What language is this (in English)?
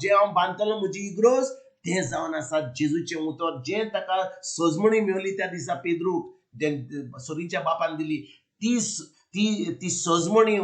Konkani